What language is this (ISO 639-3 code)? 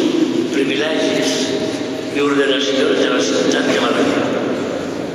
cat